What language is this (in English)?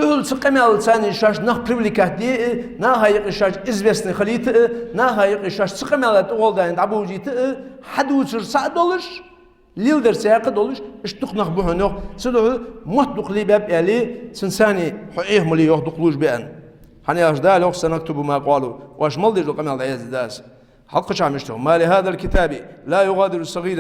Ingush